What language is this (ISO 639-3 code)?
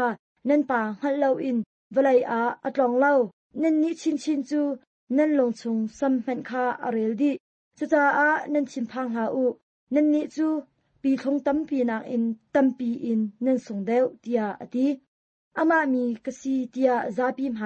cnh